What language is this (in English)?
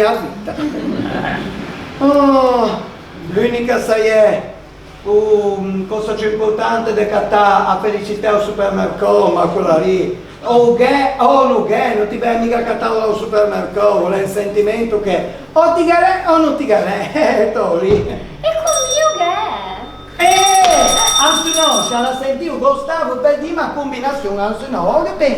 Ligurian